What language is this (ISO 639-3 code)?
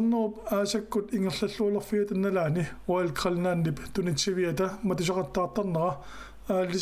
kal